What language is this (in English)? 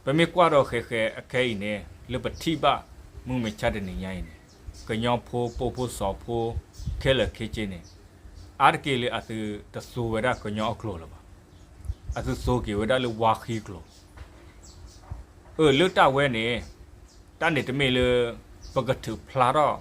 S'gaw Karen